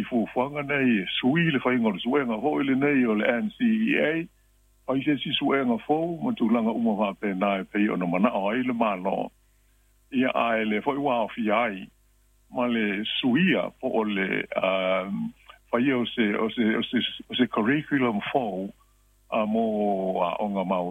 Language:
Samoan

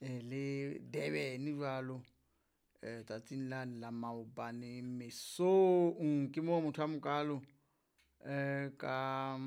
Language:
Southern Sotho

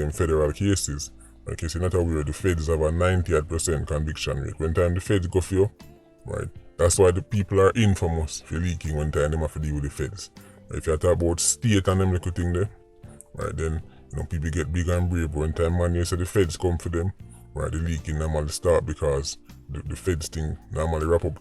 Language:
Jamaican Creole English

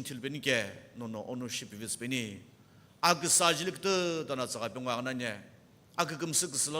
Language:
Sumi Naga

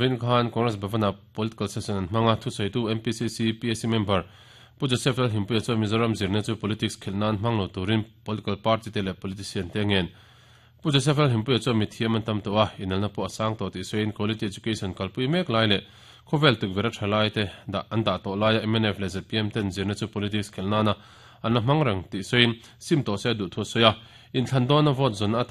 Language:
Mizo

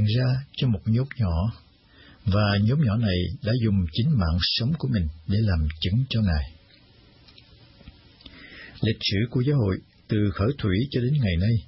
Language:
Vietnamese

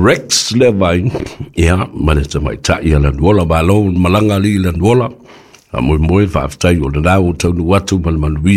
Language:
Samoan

